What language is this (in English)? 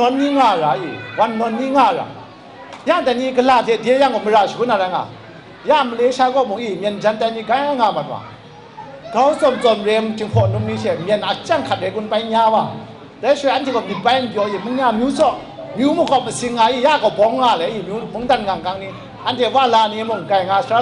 Kachin